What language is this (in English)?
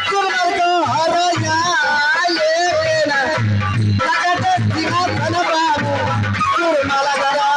Maithili